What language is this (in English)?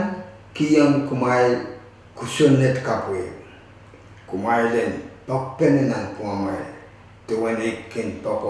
Pohnpeian